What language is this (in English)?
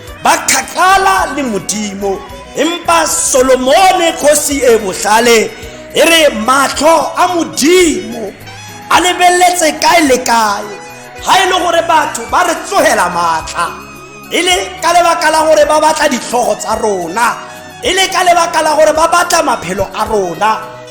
Tswana